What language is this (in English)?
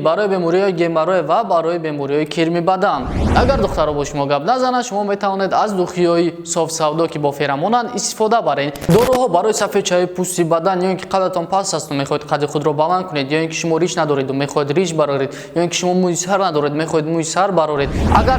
Tajik